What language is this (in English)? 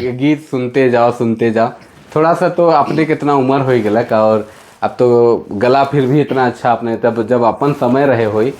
Sadri